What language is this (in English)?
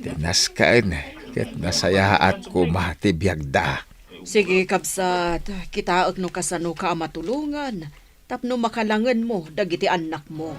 Iloko